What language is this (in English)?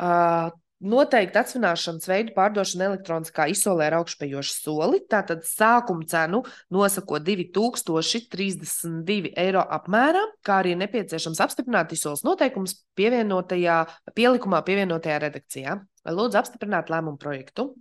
Latvian